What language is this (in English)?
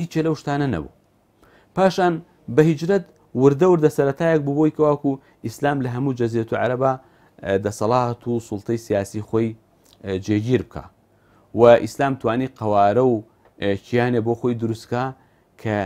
Central Kurdish